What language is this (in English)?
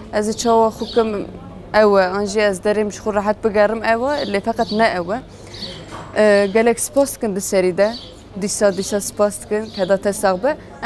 Kurdish